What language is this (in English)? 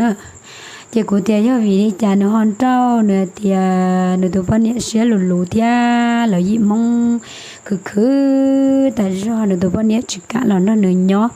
Hmong